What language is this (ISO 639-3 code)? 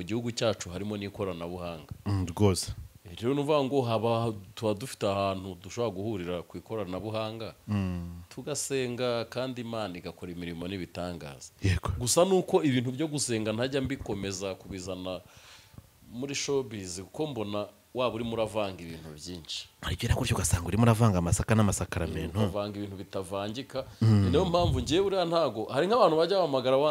kin